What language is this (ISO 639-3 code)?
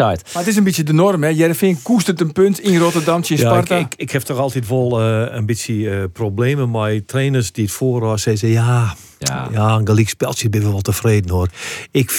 fry